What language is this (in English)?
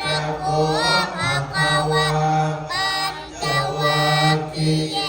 Pali